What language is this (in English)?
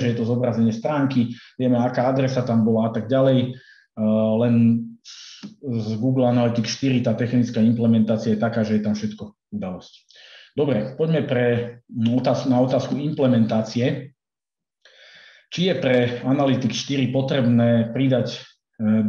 Slovak